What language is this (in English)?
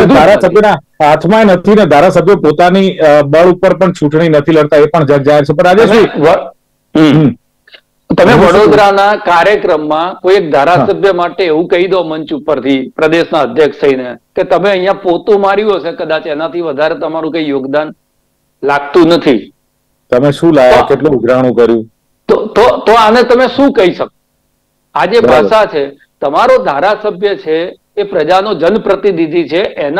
Gujarati